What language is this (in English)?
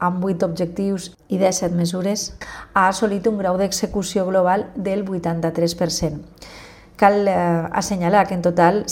Catalan